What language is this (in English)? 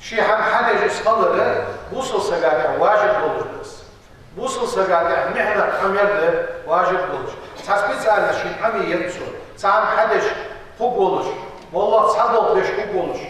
Ingush